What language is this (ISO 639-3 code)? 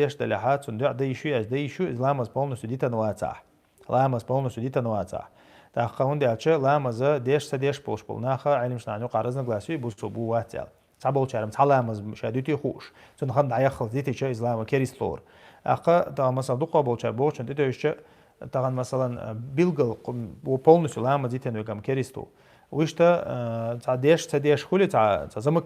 che